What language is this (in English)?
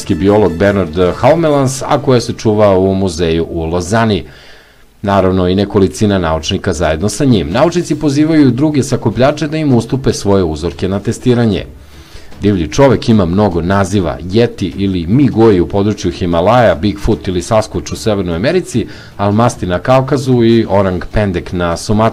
Serbian